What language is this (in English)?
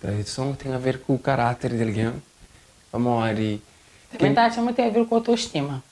Kabuverdianu